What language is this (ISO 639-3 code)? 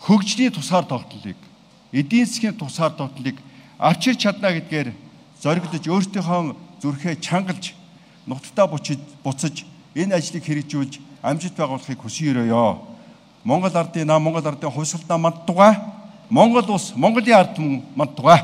mon